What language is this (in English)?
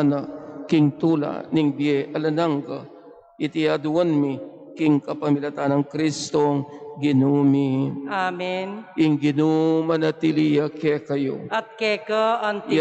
Pampanga